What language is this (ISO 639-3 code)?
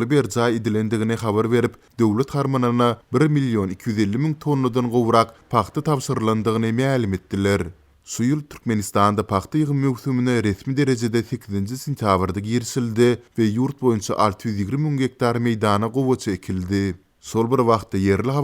tuk